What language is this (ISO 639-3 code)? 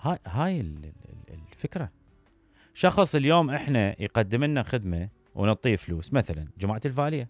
acm